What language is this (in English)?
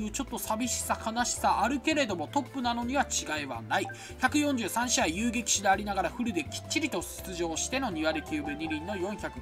Japanese